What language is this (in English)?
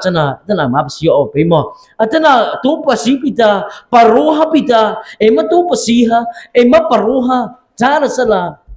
Mara Chin